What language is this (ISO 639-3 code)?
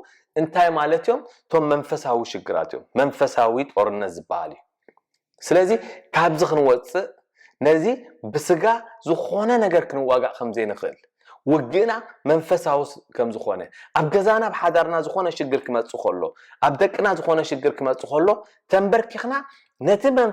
tir